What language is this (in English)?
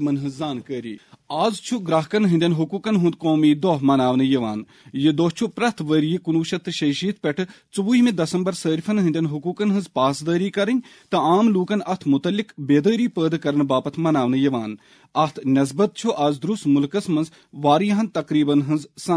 Kashmiri